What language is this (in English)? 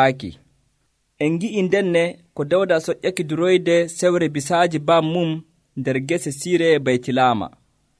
Nigerian Fulfulde